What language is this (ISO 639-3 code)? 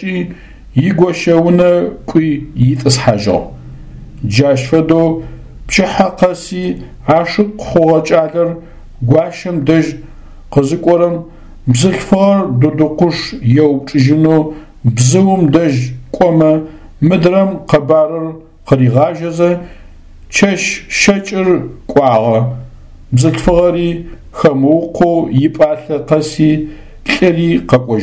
ady